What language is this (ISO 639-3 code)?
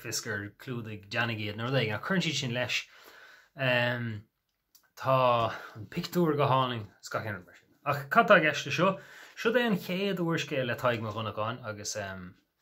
gle